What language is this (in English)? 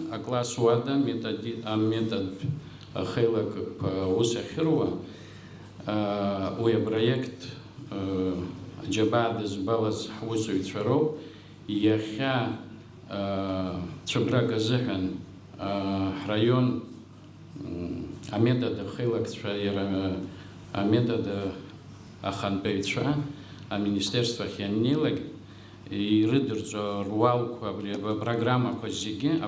Abkhazian